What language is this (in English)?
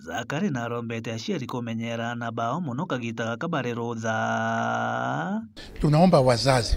Meru